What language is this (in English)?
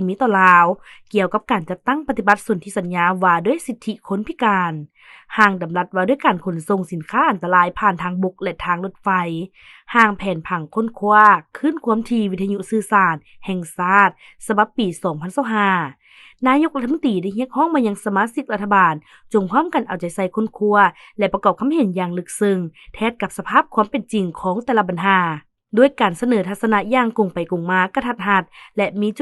Lao